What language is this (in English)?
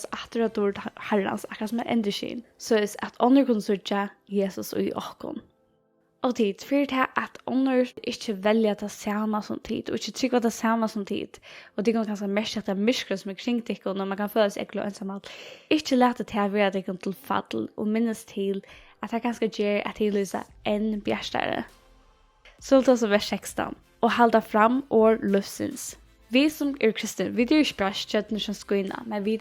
Faroese